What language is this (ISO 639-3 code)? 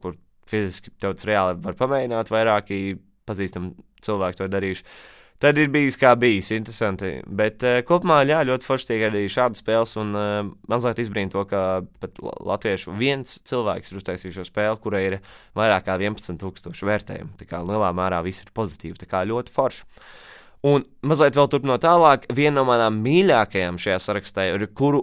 lav